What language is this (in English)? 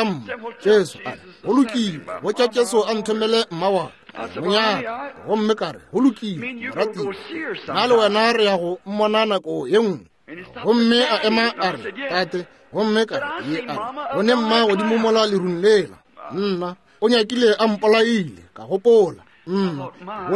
Northern Sotho